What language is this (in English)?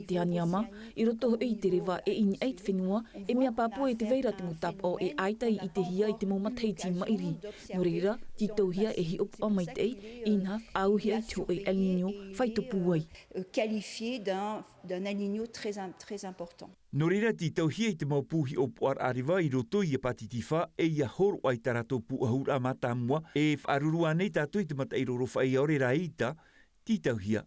Tahitian